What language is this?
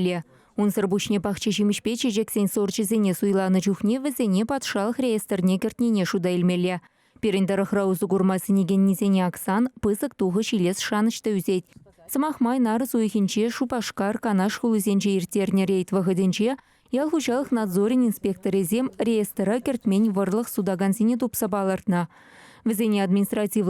Chuvash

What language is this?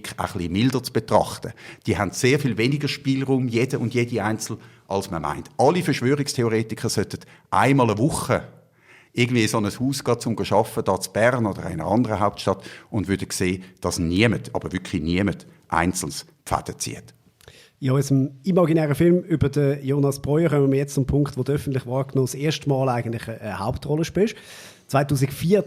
Swiss German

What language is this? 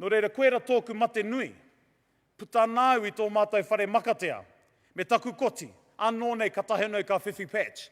Māori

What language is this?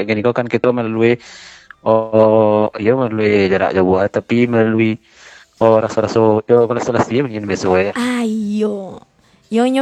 Minangkabau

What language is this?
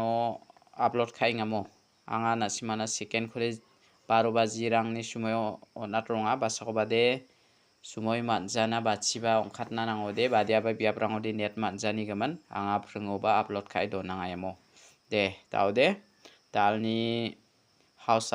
Garo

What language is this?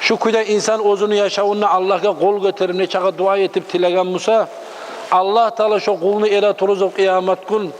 Kumyk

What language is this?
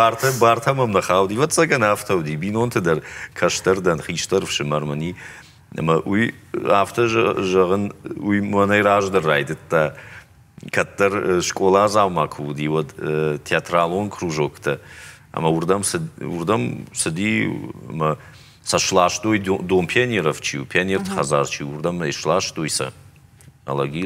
Ossetic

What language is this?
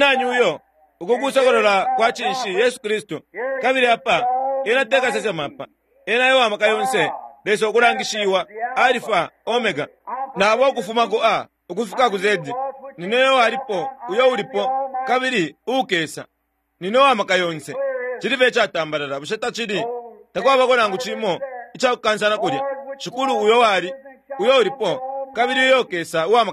Bemba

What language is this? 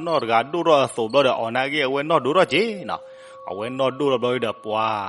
S'gaw Karen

